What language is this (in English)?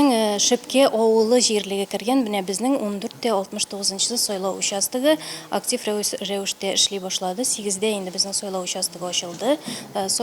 Tatar